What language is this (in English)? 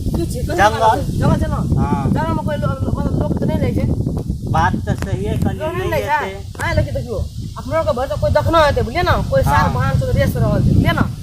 Maithili